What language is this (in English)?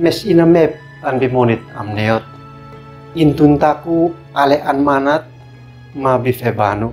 Uab Meto